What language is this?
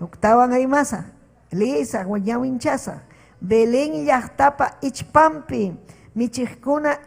Ayacucho Quechua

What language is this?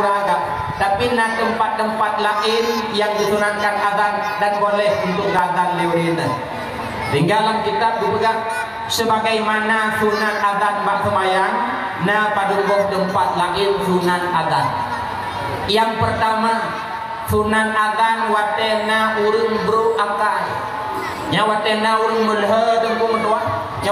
Achinese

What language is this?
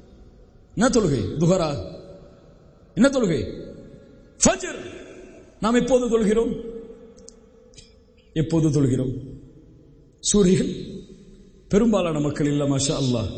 Tamil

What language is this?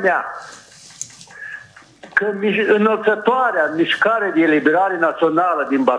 Romanian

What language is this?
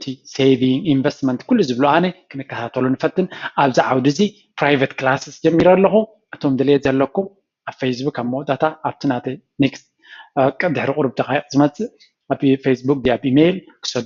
Tigrinya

